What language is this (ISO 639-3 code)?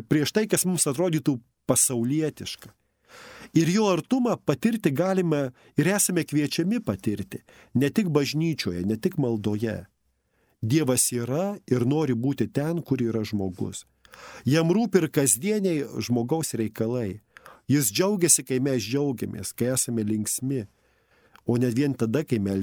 lit